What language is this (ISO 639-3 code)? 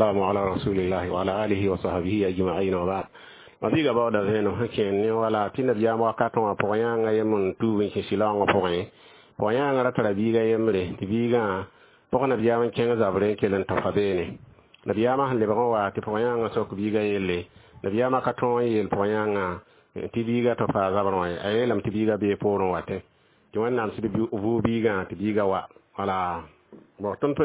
mos